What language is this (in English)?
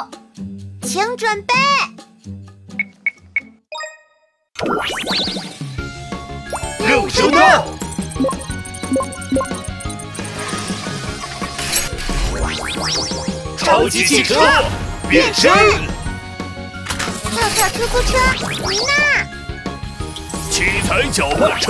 Chinese